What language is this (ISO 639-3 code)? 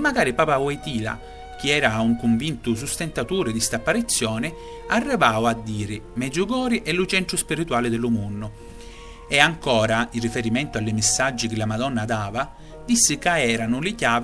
scn